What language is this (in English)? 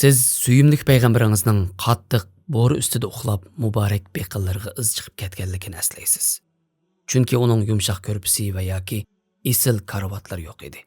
Uyghur